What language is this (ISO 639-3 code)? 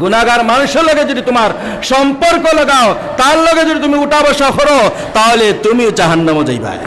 syl